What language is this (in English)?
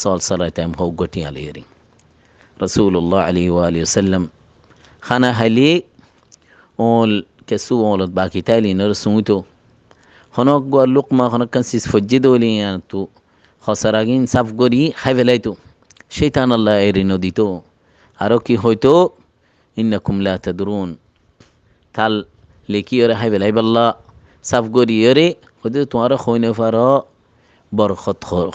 Rohingya